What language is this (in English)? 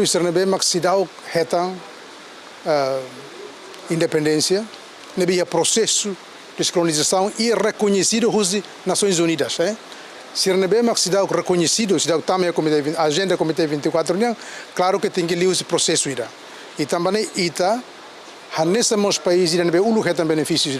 Tetum